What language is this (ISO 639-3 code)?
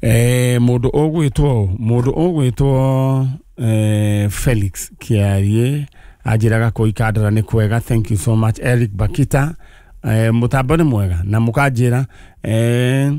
kik